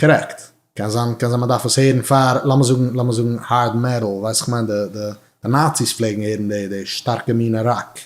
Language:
Yiddish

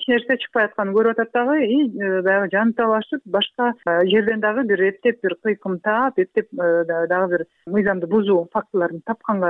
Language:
Kyrgyz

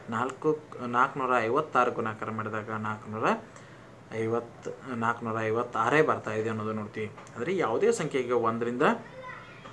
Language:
Kannada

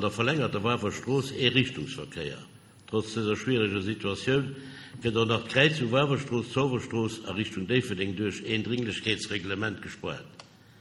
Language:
Luxembourgish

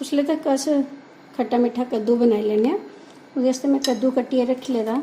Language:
Dogri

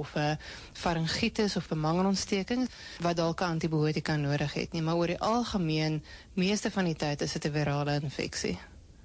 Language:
Afrikaans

